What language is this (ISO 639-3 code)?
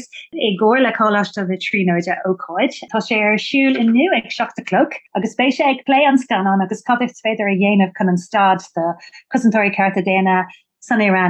gle